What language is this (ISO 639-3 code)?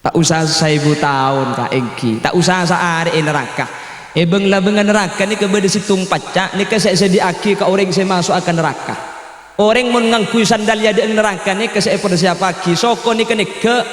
mad